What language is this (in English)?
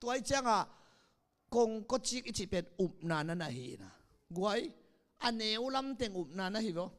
Tedim Chin